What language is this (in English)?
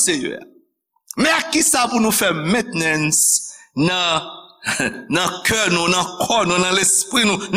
Haitian Creole